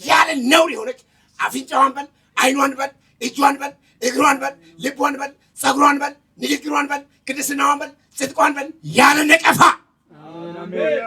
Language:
Amharic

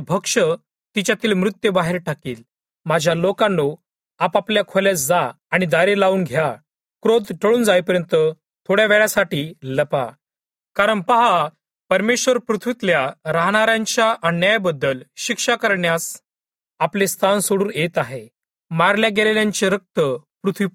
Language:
Marathi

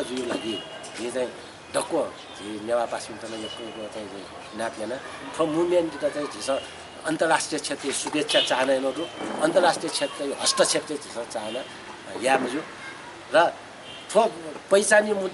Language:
Newari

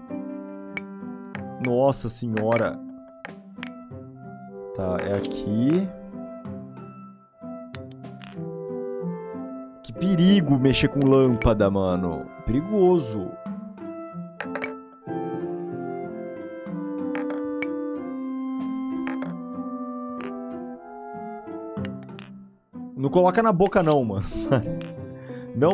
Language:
Portuguese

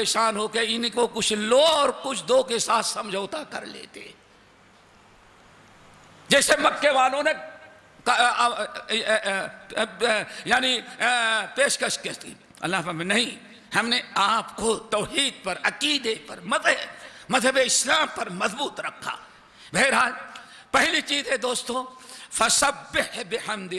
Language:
Urdu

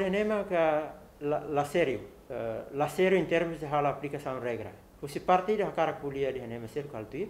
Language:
Tetum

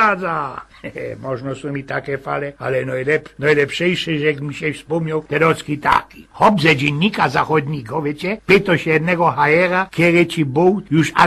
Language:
Silesian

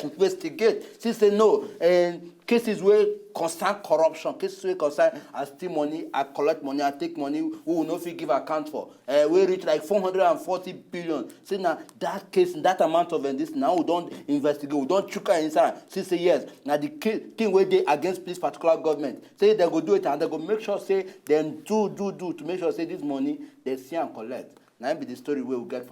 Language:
Nigerian Pidgin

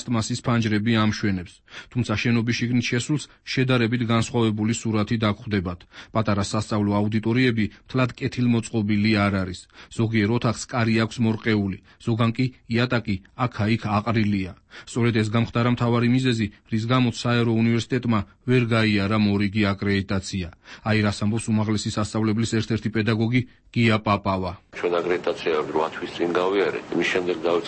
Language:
Georgian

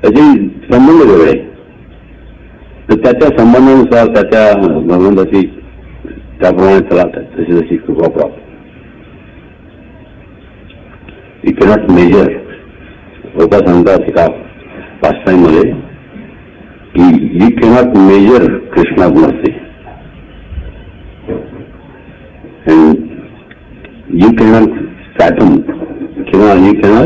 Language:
Marathi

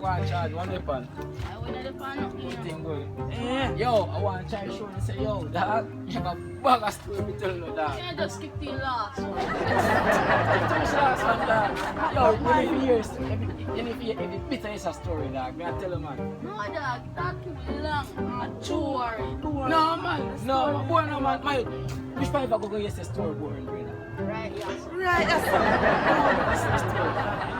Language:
Jamaican Creole English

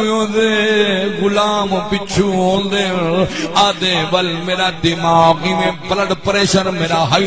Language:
Saraiki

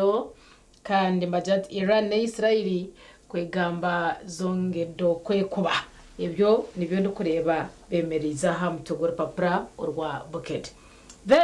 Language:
Nyankole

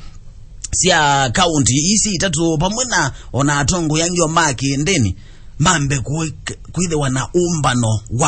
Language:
Kamba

